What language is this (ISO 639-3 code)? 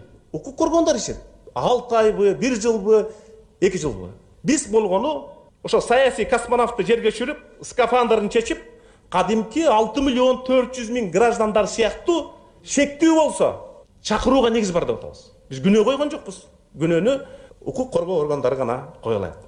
kir